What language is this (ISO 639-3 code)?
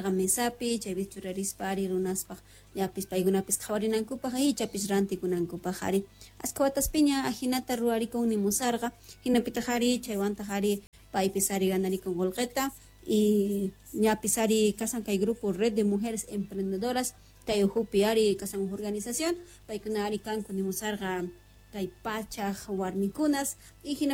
que